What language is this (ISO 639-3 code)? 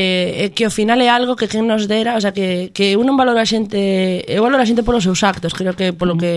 glg